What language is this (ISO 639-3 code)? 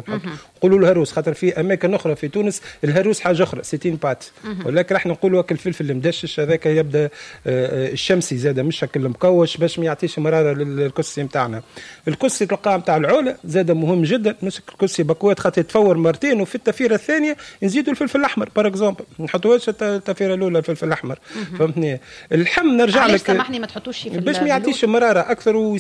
aeb